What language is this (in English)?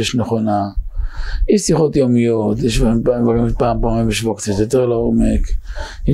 Hebrew